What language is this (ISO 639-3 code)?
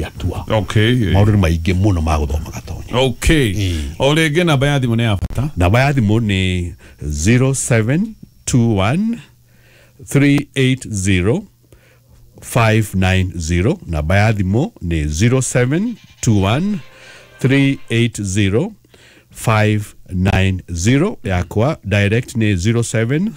kik